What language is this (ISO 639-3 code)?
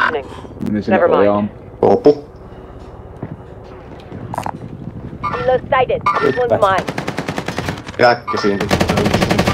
fin